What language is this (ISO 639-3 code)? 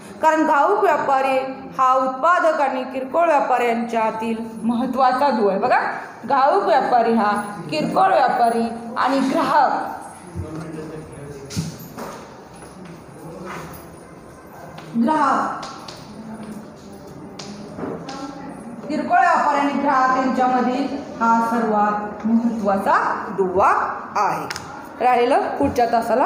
mar